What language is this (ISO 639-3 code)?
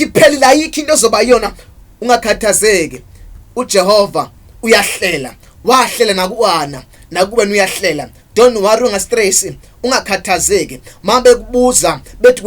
zul